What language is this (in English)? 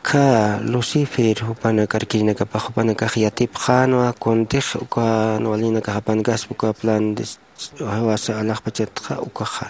Aymara